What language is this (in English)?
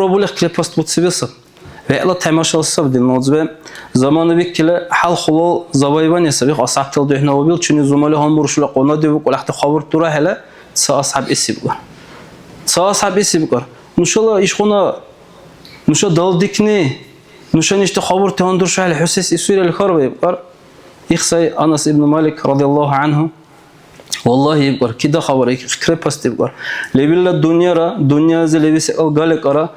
Dargwa